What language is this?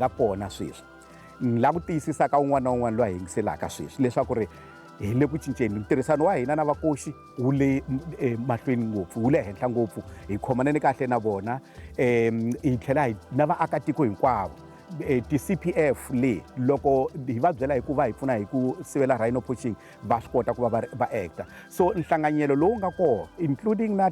Tsonga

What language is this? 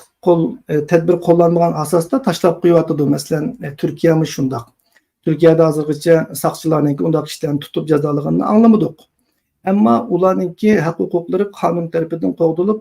Uyghur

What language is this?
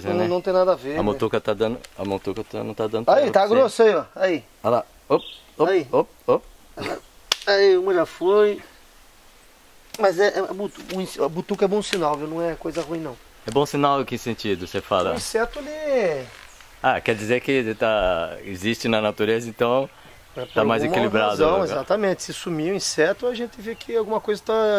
Portuguese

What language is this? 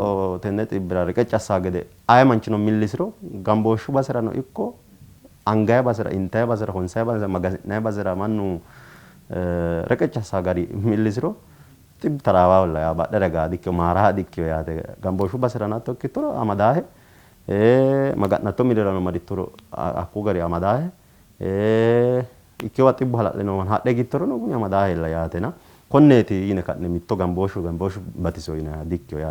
Sidamo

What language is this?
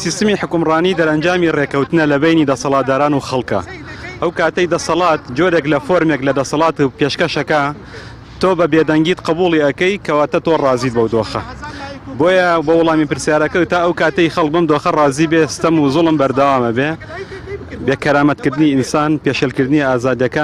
Central Kurdish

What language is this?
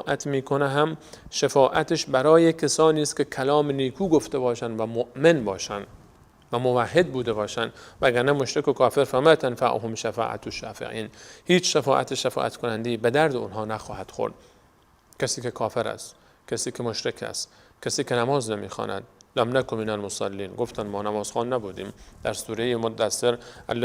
Persian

